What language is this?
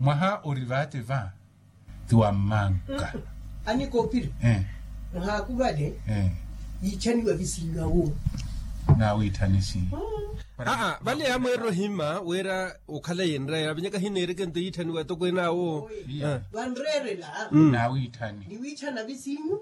Makhuwa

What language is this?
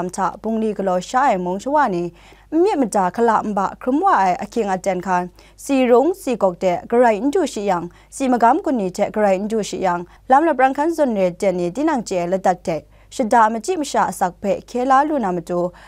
Kachin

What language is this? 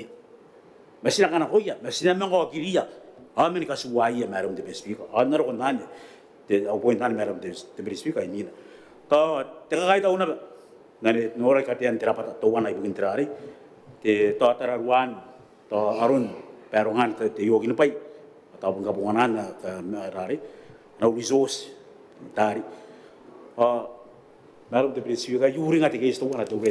Gilbertese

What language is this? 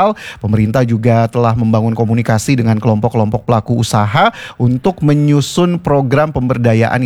Indonesian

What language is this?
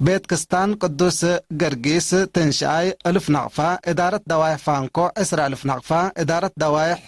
Tigre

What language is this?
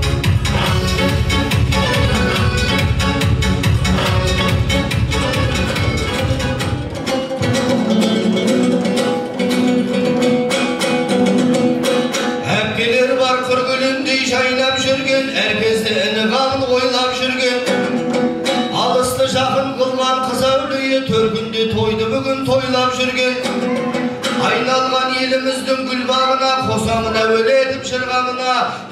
Kazakh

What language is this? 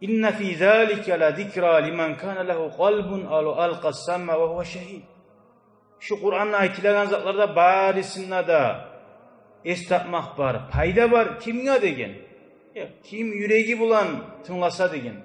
Kumyk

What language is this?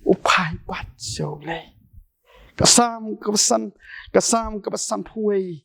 Khasi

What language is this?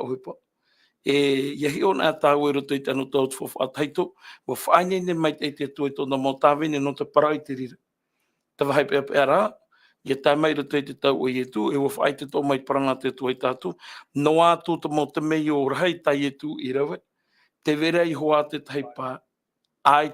Tahitian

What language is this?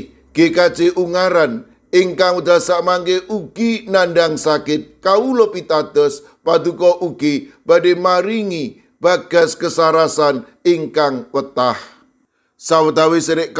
Javanese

